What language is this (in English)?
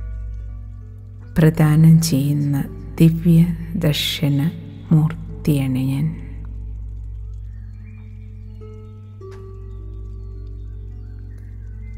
Malayalam